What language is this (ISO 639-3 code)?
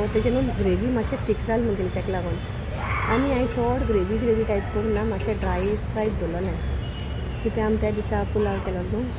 kok